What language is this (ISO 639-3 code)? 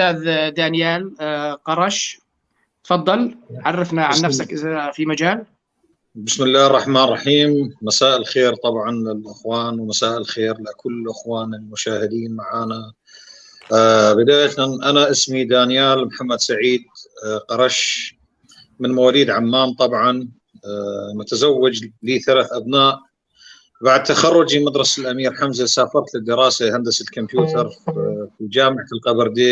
apc